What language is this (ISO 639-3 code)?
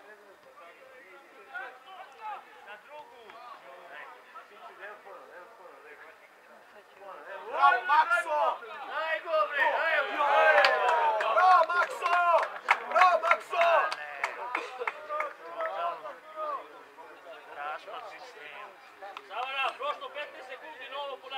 srp